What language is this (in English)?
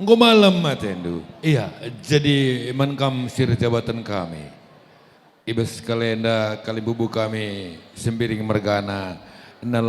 Batak Karo